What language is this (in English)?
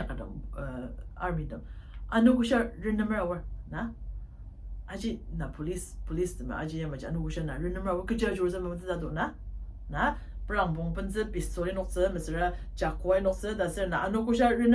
Ao Naga